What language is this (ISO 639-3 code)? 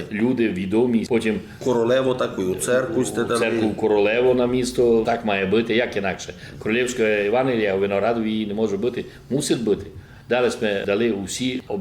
rue